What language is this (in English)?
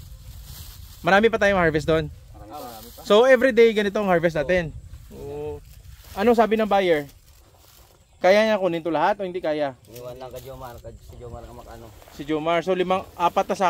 Filipino